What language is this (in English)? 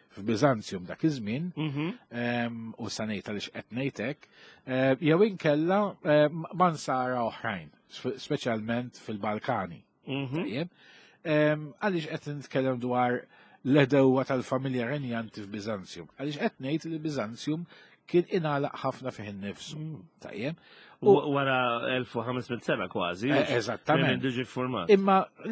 Maltese